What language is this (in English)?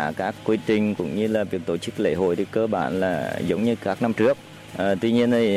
Vietnamese